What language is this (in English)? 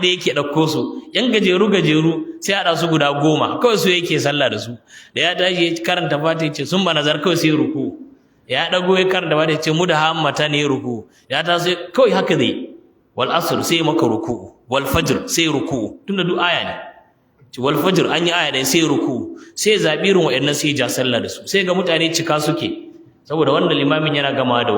Hausa